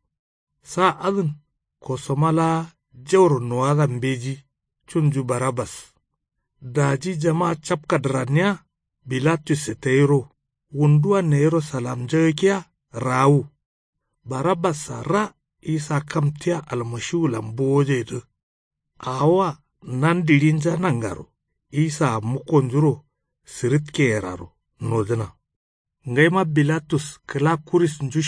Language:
Kanuri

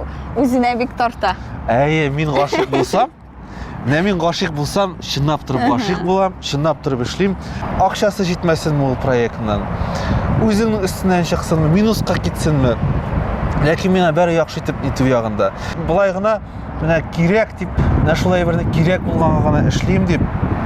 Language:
Tatar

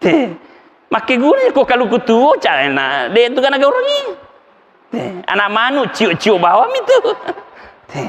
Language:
Buginese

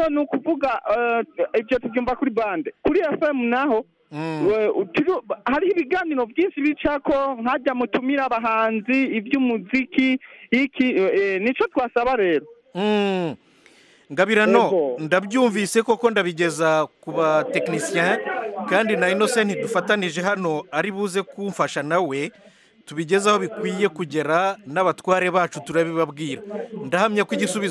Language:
Rundi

